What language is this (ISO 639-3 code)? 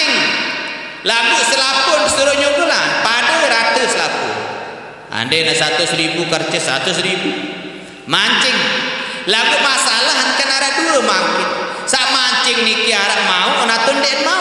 sas